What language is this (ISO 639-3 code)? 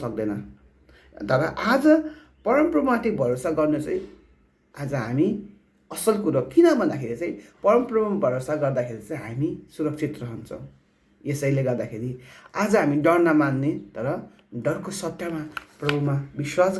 nep